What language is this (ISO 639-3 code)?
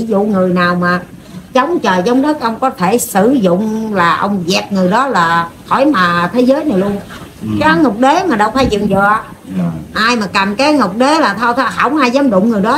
vie